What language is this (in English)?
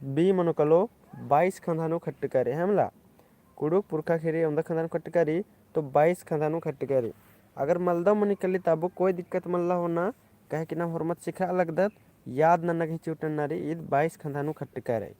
Kurukh